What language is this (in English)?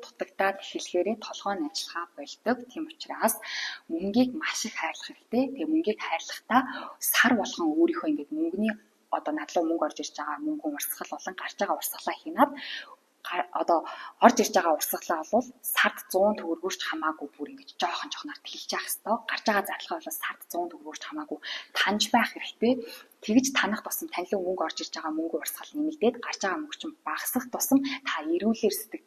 Mongolian